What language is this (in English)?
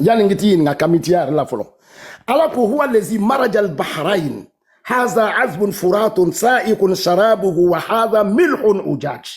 Bambara